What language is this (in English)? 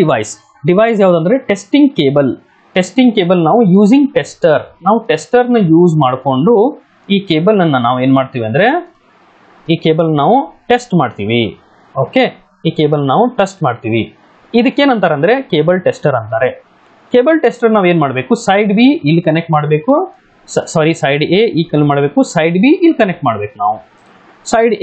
Kannada